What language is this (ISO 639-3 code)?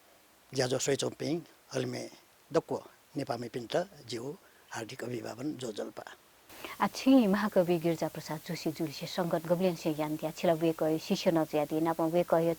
new